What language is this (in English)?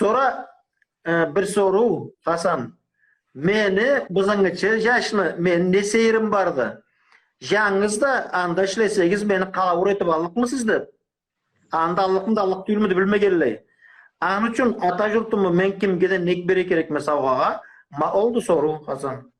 Karachay-Balkar